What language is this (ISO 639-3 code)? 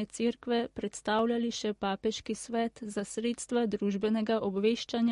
slv